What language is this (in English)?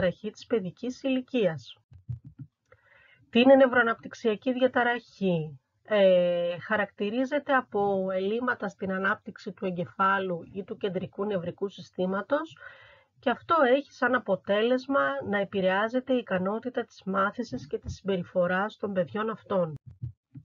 Greek